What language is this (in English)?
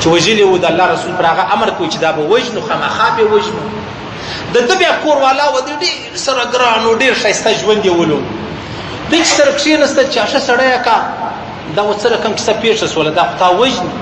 Pashto